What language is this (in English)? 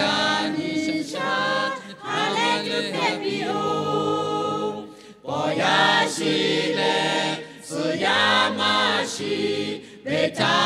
Lahu